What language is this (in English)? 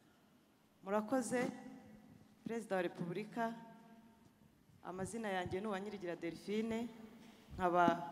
Kinyarwanda